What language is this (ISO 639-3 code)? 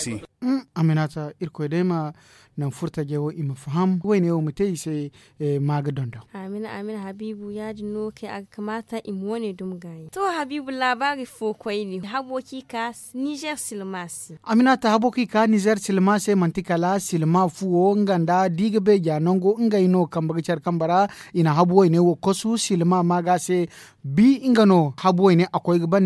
dje